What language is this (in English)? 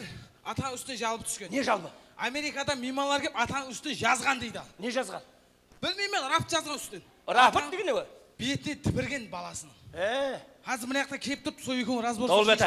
Kara-Kalpak